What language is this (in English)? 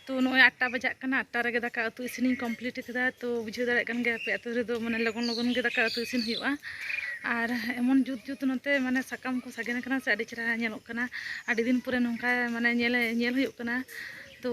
Santali